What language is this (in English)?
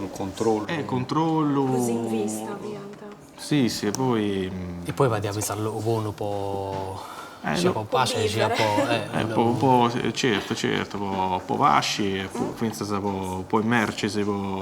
Sardinian